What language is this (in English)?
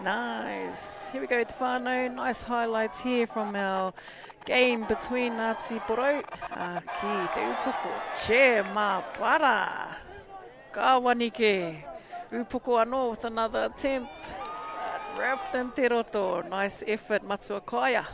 Māori